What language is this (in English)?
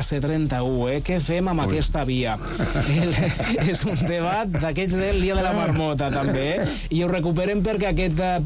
Catalan